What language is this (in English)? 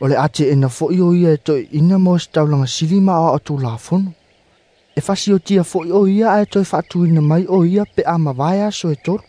Samoan